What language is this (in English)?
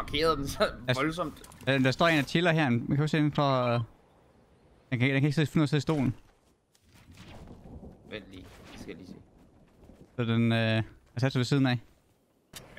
Danish